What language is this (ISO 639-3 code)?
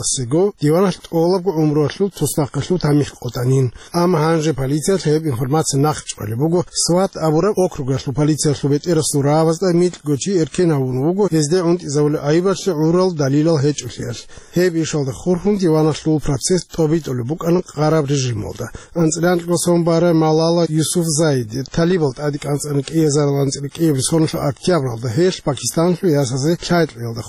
ava